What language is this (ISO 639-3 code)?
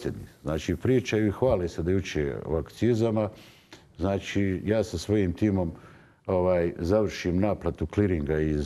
bos